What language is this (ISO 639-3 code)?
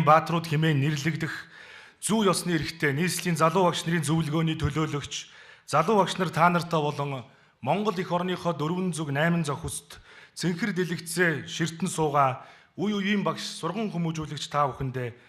mon